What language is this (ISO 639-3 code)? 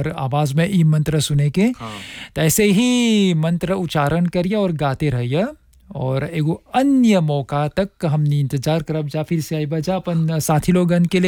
bho